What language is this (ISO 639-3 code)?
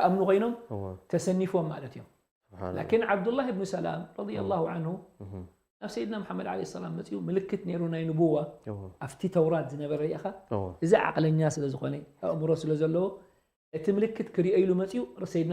tir